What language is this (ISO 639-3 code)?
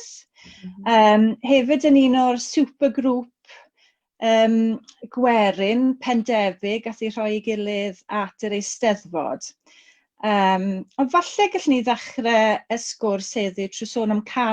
cym